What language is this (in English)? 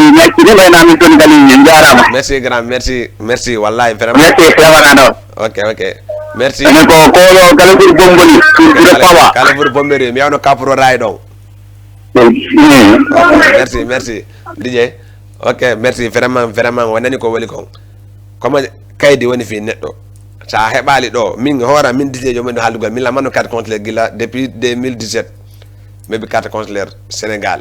Fula